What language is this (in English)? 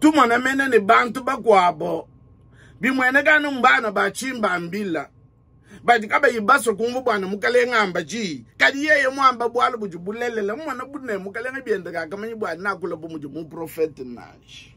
Luba-Lulua